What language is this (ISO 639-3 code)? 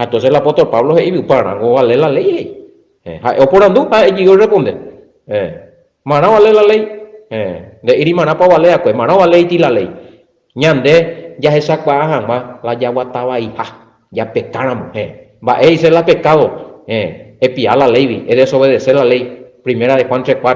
grn